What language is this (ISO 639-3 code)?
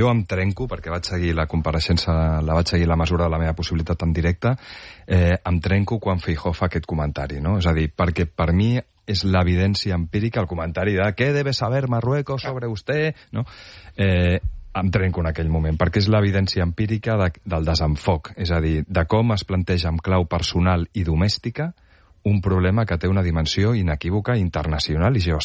cat